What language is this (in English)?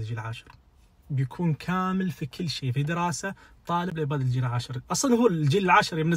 Najdi Arabic